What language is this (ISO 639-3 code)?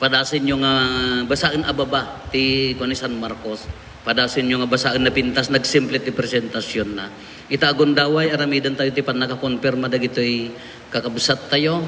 ilo